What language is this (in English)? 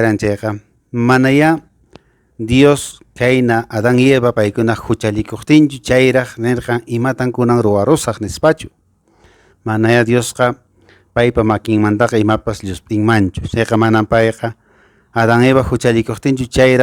Quechua